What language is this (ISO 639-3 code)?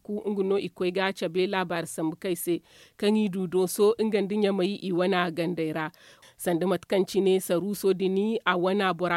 dje